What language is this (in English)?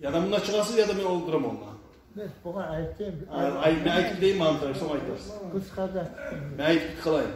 Kumyk